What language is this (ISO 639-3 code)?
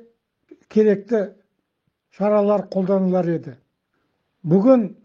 kaz